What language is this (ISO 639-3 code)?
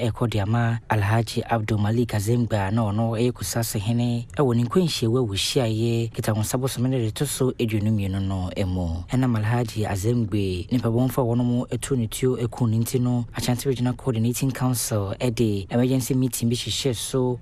aka